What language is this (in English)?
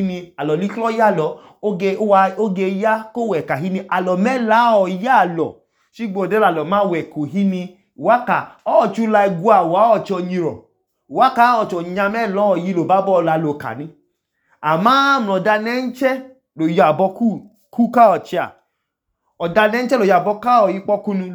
Idoma